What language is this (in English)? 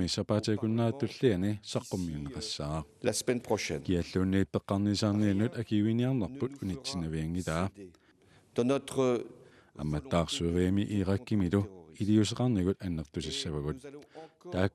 Kalaallisut